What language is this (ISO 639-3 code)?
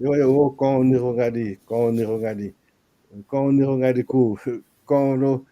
ach